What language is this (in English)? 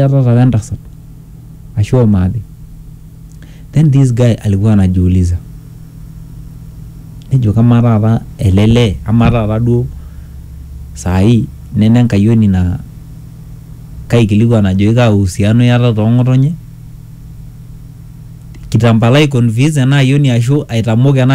Masai